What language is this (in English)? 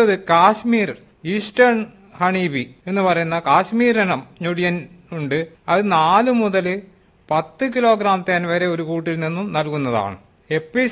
Malayalam